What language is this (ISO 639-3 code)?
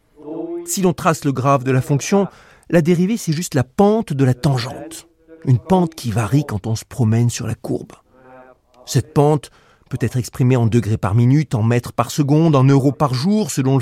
fra